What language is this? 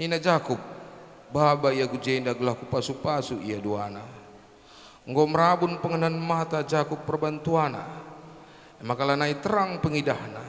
Batak Karo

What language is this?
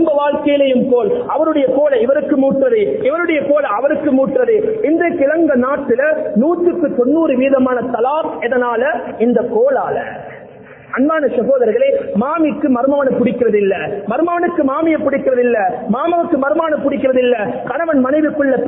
Tamil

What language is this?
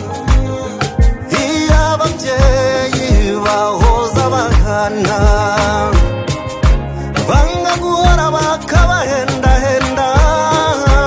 Kinyarwanda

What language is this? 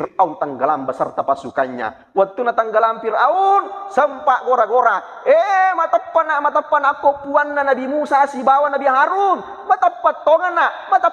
Buginese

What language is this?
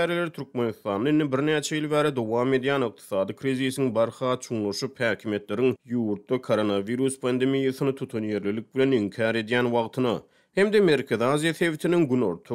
Turkmen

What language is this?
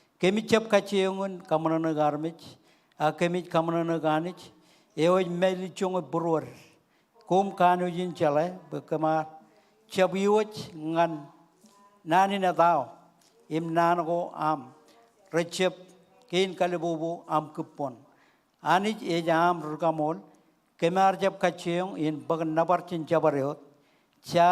Marshallese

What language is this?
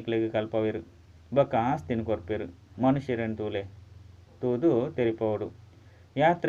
Tulu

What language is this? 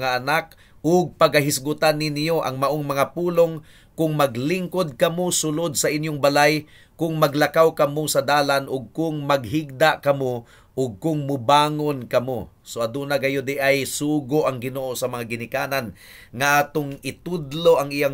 Cebuano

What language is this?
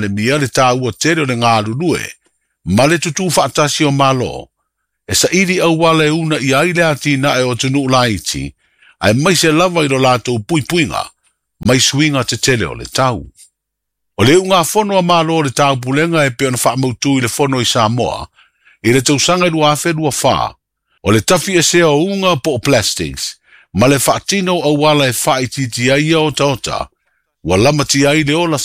Samoan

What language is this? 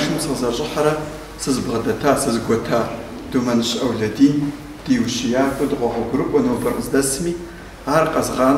Kabardian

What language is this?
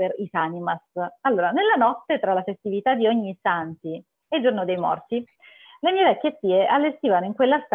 Italian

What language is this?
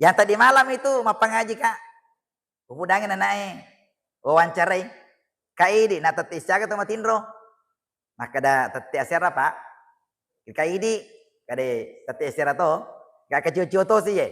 Buginese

